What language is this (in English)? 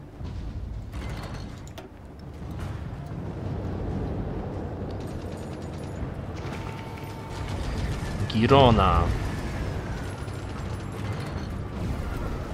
Polish